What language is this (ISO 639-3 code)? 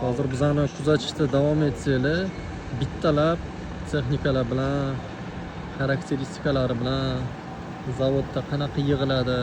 uzb